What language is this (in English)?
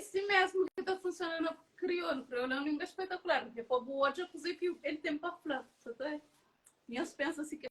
Kabuverdianu